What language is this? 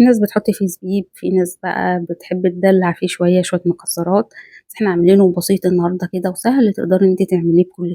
Egyptian Arabic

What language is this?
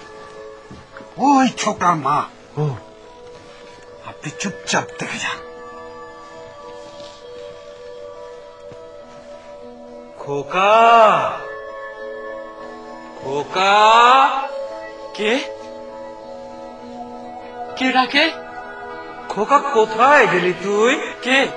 Bangla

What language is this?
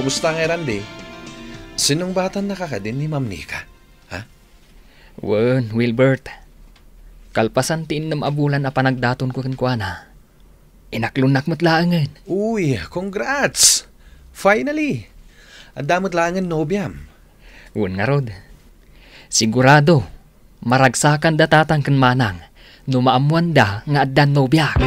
Iloko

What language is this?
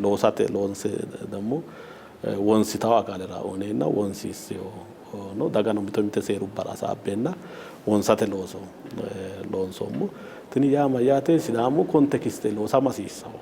Sidamo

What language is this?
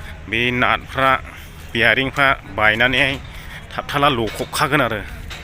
Bodo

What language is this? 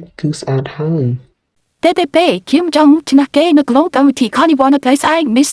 Khmer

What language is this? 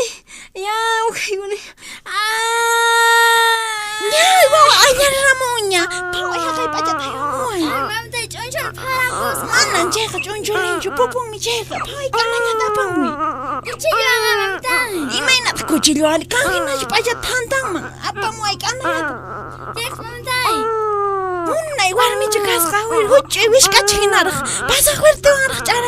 Puno Quechua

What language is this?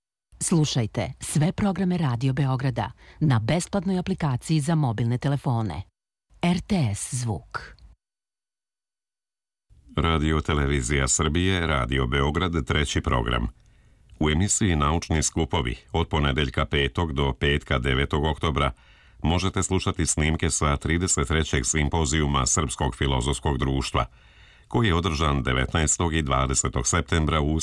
Serbian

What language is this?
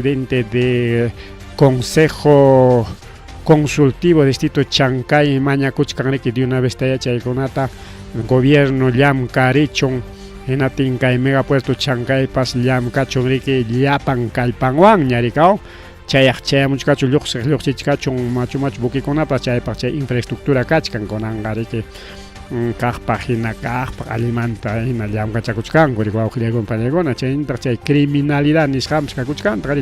Ayacucho Quechua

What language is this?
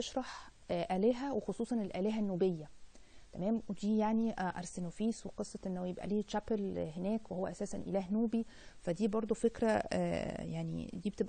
Egyptian Arabic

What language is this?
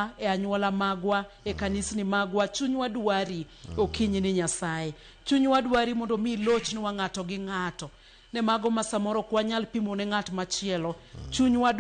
Luo (Kenya and Tanzania)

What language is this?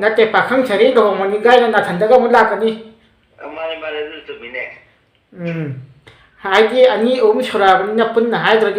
Manipuri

